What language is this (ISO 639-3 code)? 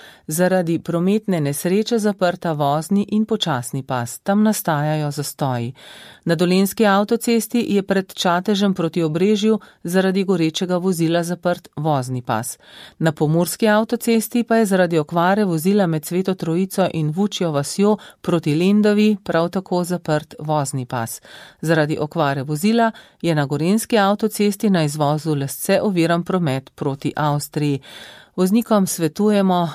slv